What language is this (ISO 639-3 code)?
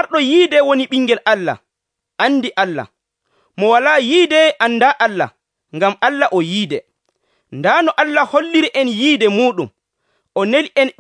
fuv